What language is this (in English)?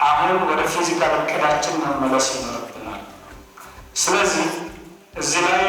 Amharic